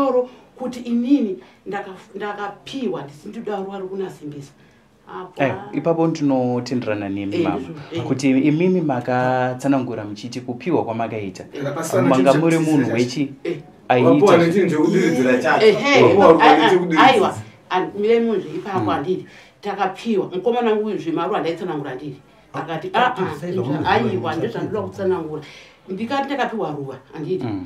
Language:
Shona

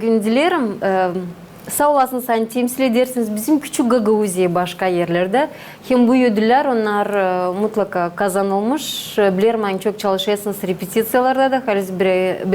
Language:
Gagauz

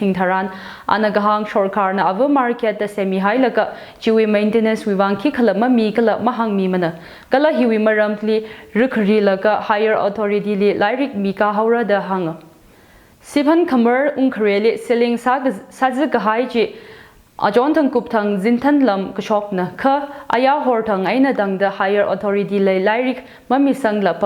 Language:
Tangkhul Naga (India)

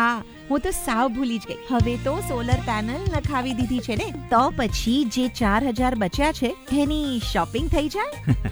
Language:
Gujarati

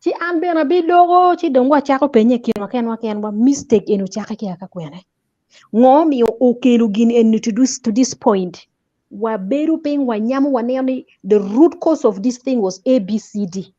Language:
Acoli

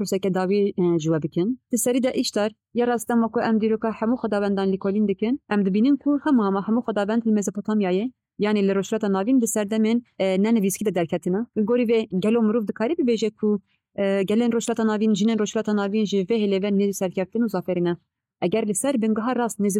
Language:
Kurdish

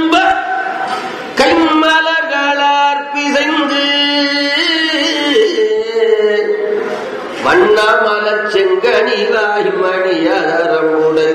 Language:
Tamil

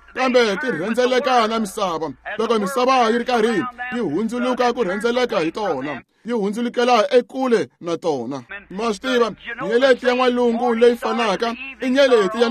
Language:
Tsonga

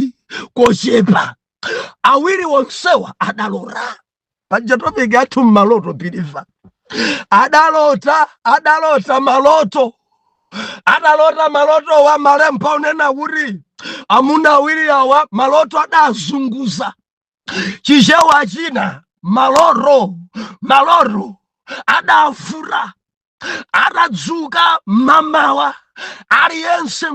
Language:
Nyanja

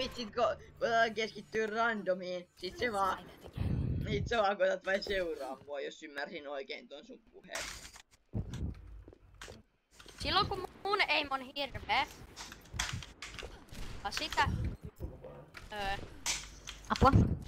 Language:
Finnish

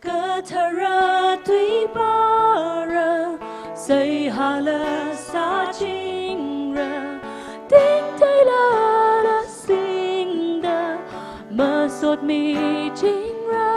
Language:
Tangkhul Naga (India)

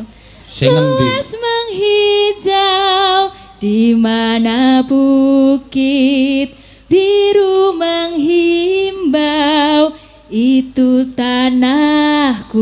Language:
Javanese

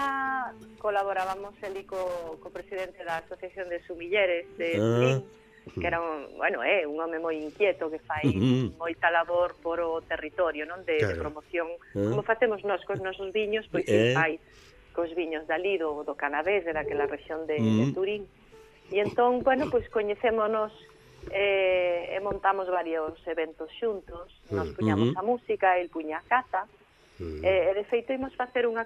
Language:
Galician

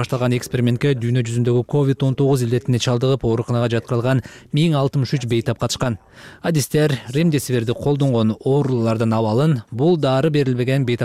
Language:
Kyrgyz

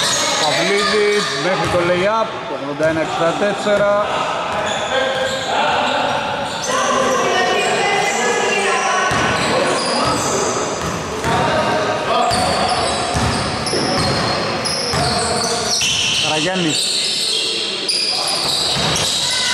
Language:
Greek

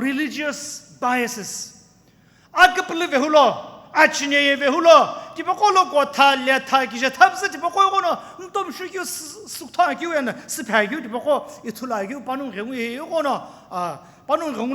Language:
Sumi Naga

